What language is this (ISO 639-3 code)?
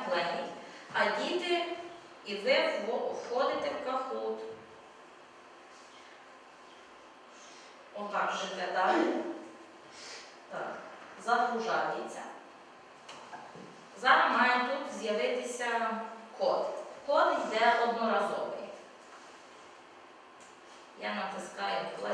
ukr